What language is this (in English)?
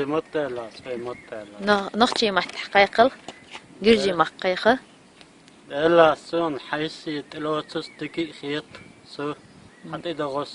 Chechen